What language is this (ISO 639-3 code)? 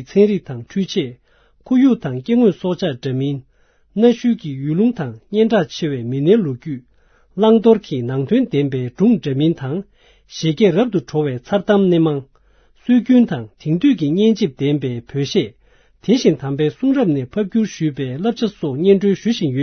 bod